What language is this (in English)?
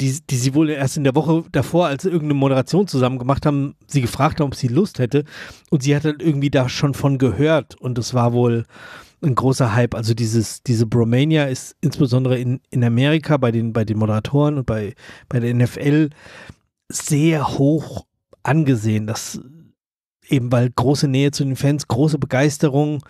German